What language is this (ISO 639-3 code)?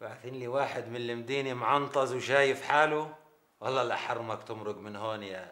apc